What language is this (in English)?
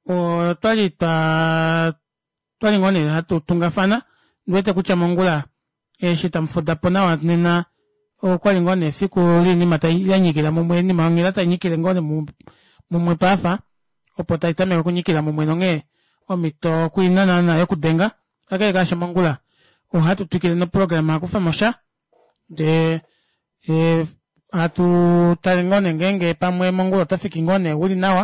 Kuanyama